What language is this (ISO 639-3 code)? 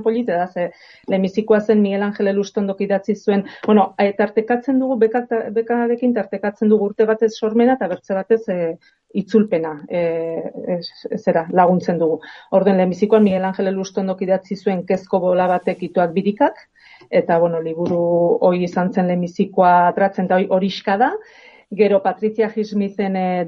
eus